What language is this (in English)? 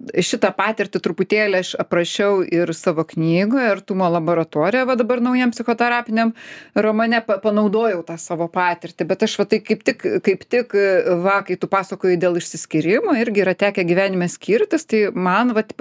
Lithuanian